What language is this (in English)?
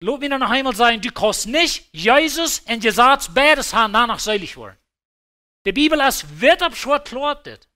Plautdietsch